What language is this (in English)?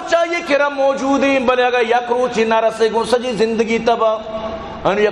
Baluchi